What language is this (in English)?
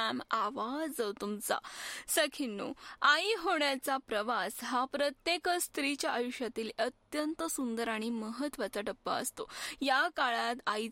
Marathi